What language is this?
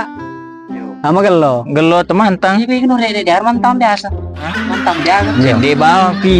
Buginese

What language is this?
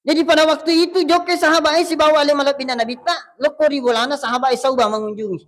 Buginese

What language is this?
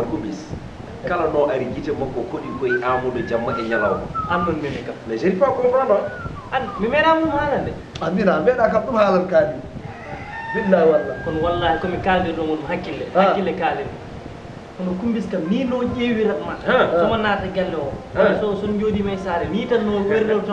Fula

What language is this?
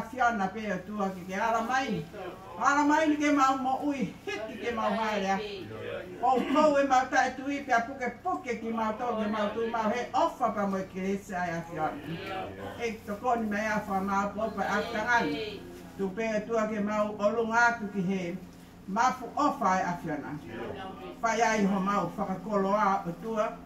Tongan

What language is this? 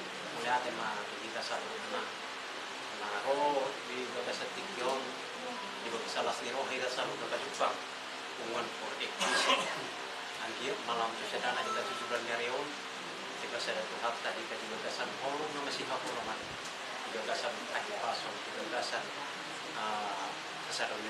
Batak Toba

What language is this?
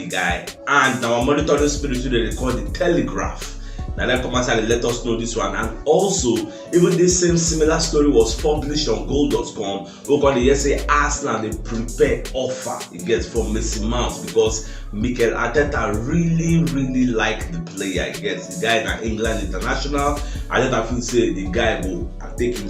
Nigerian Pidgin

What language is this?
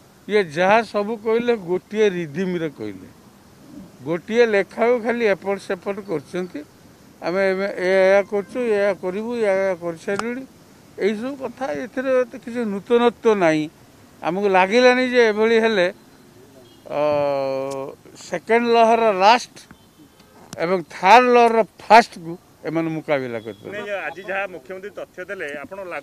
Odia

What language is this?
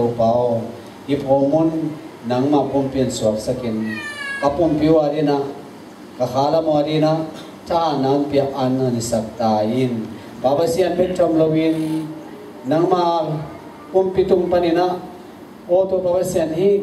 Tedim Chin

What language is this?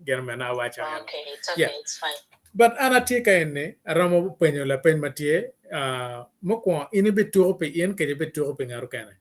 Acoli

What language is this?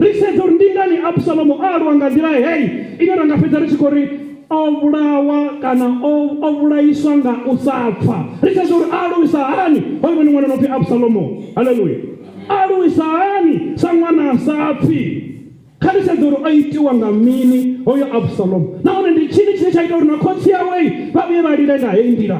Venda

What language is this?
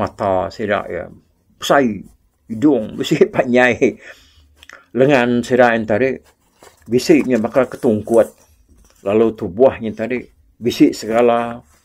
Iban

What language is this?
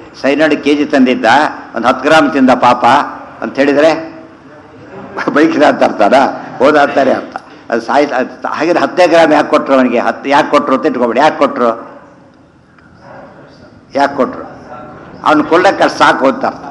Kannada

